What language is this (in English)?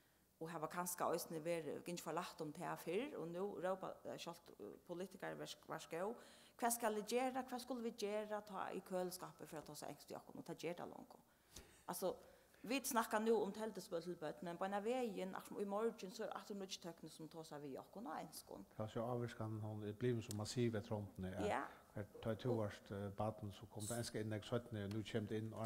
Faroese